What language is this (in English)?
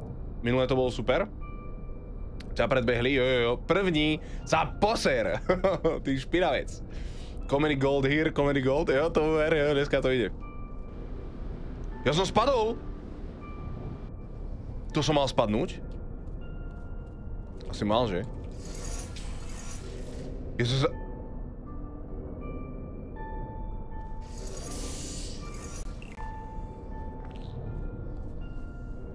Slovak